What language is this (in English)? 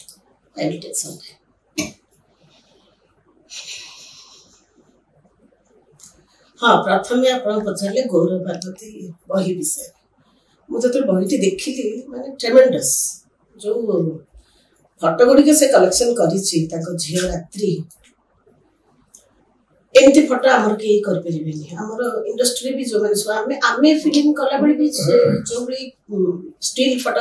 Odia